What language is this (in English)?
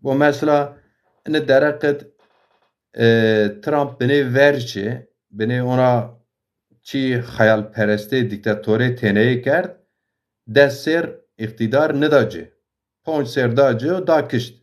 Zaza